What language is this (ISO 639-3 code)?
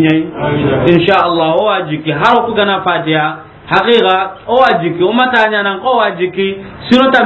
snk